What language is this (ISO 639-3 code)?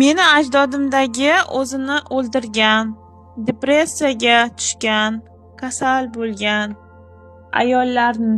uzb